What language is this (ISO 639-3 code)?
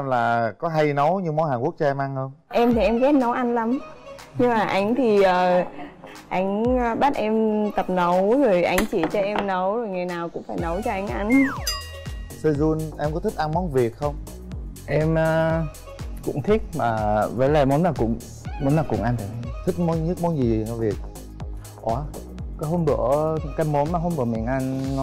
vie